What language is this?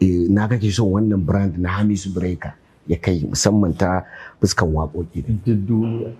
Hausa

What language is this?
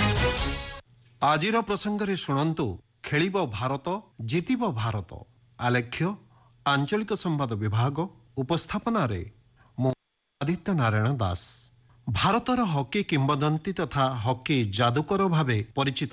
Odia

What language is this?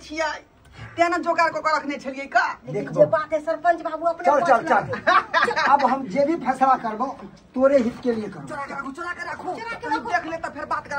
Maithili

